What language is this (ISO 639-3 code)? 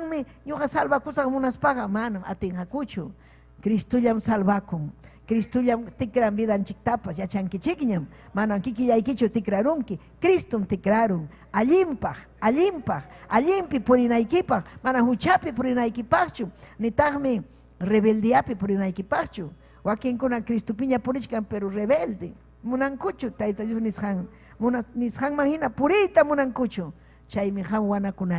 quy